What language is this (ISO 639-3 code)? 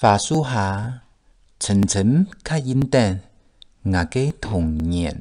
hak